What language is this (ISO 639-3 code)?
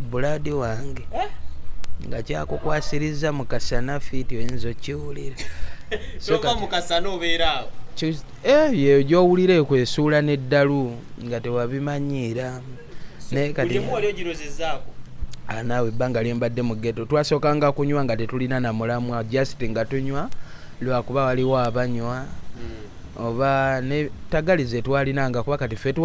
lug